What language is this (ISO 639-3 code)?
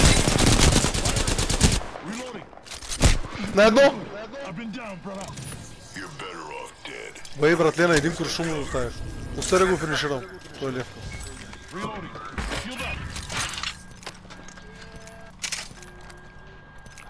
bul